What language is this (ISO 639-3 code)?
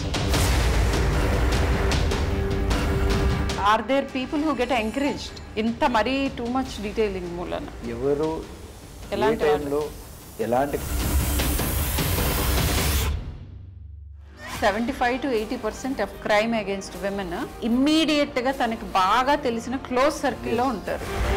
tel